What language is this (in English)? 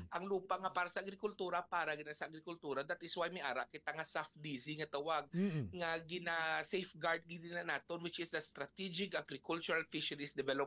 Hiligaynon